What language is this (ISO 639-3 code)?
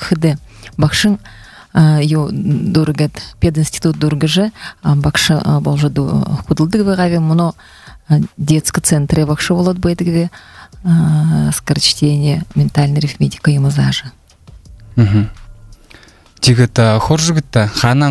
bua